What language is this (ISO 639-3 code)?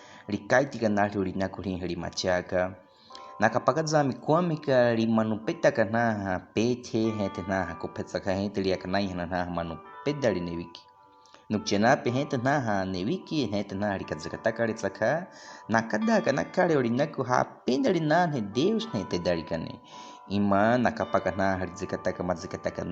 bwi